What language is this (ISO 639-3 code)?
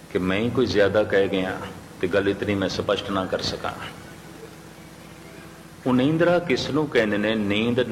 pan